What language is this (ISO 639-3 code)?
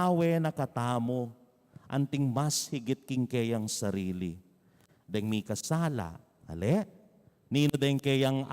pam